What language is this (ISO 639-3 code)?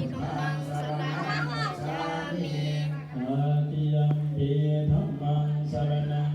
pli